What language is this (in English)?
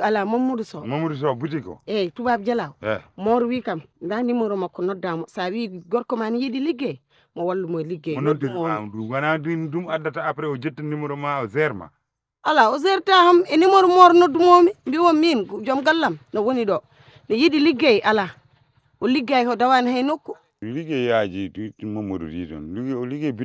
Fula